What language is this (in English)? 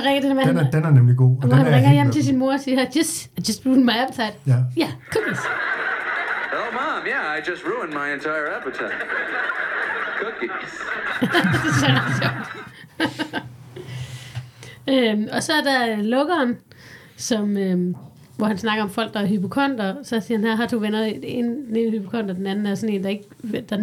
Danish